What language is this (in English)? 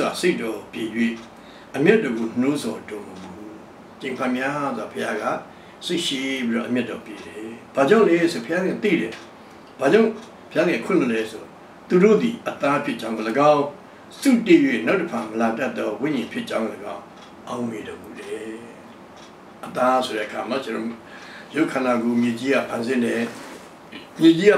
Burmese